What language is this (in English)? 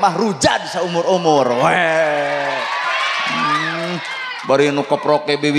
Sundanese